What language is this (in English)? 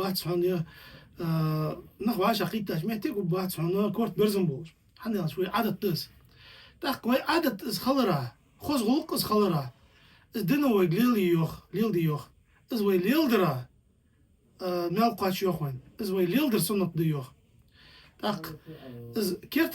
Ingush